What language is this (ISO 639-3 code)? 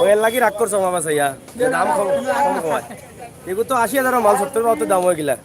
syl